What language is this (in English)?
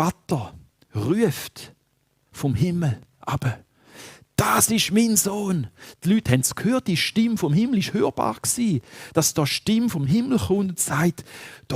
Swiss German